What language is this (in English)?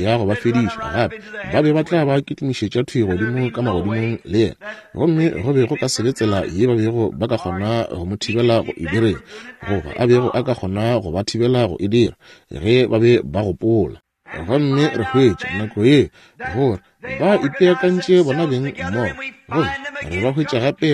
Northern Sotho